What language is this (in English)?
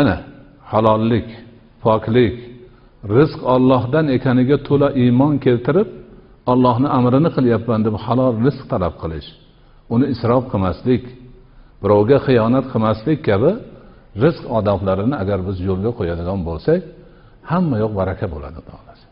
Uzbek